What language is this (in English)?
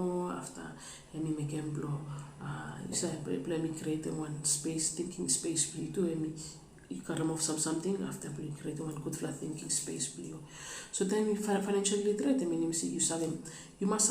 Bislama